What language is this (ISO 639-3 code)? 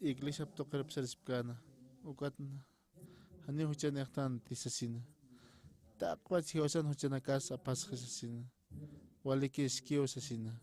aym